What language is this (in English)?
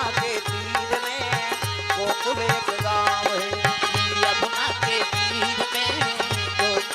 Chhattisgarhi